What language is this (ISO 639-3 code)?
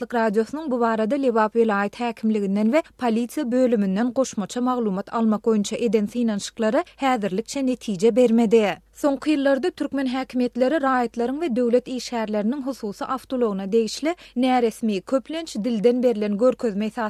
tuk